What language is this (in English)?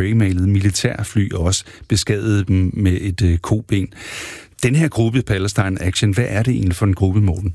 Danish